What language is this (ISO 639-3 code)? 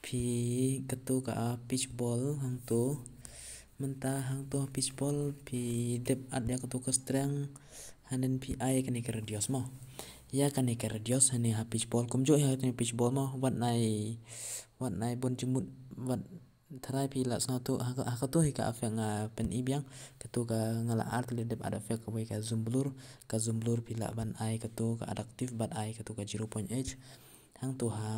kha